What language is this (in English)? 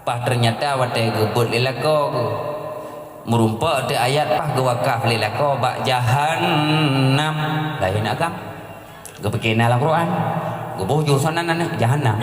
Achinese